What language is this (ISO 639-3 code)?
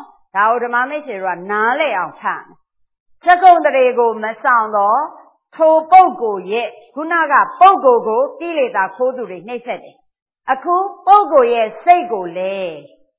mya